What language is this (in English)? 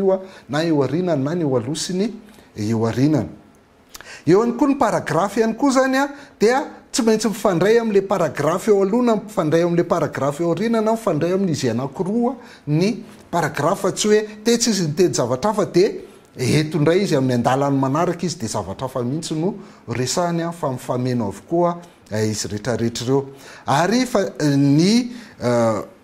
Malagasy